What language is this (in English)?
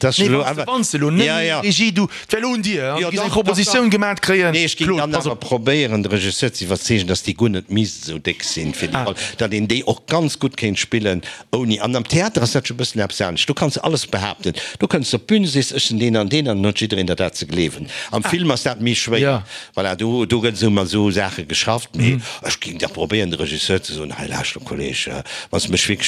Luxembourgish